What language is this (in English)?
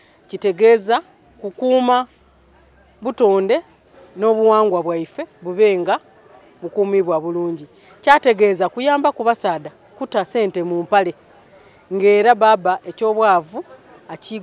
Soga